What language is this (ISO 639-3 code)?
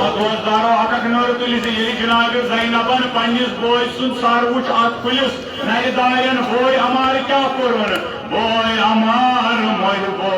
kas